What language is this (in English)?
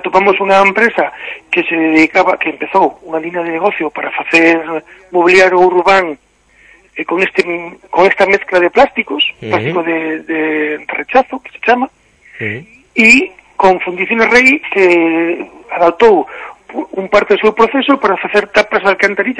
Galician